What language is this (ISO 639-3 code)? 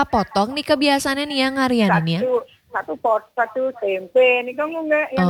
ban